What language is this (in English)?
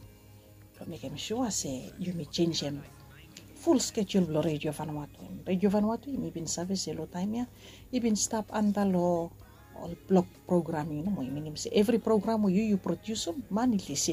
Bislama